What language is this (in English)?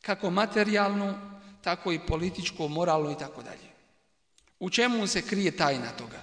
Bosnian